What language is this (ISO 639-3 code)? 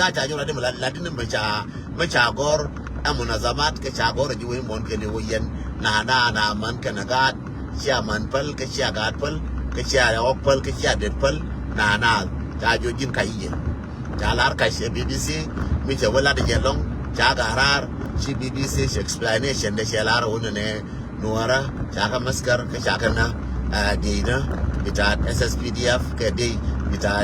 nus